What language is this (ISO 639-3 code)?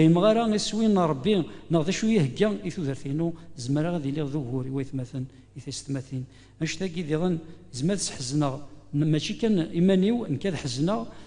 kab